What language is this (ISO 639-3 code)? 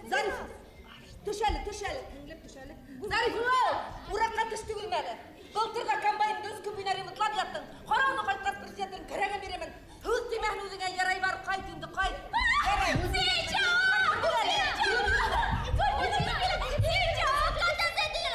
bak